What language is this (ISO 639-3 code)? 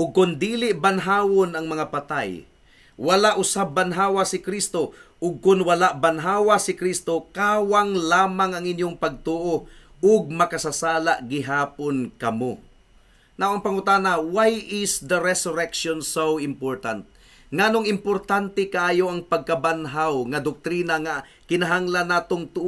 ceb